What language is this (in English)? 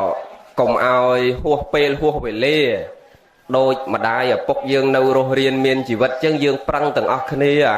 Khmer